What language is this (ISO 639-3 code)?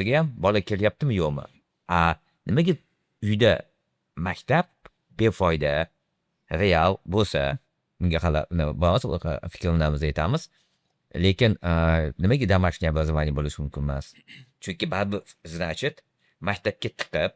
uzb